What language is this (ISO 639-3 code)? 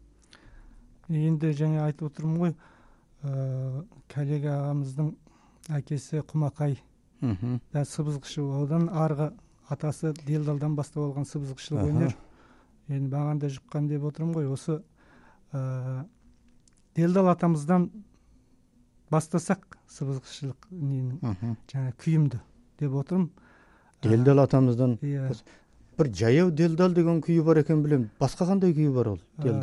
kaz